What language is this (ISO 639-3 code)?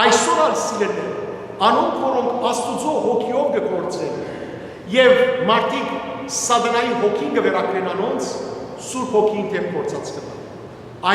hyw